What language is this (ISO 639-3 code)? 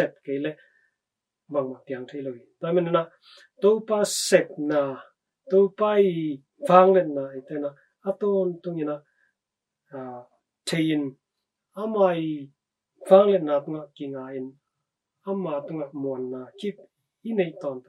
ctd